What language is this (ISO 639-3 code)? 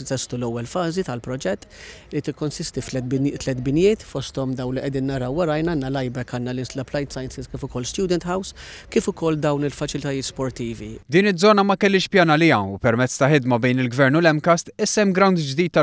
mlt